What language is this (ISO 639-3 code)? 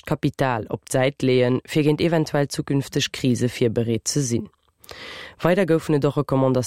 ltz